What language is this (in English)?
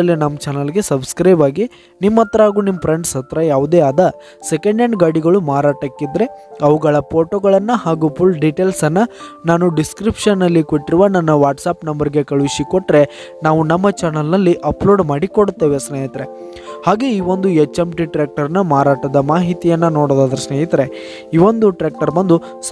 Kannada